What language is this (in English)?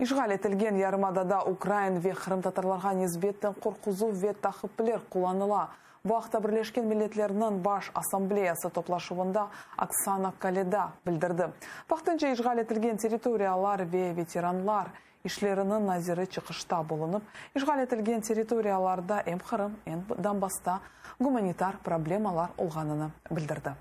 Crimean Tatar